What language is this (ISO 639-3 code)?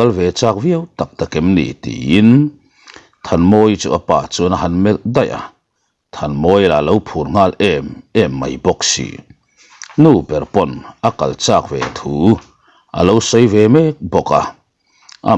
lus